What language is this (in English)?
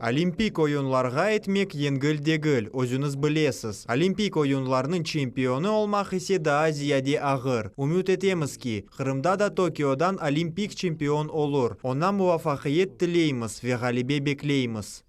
Crimean Tatar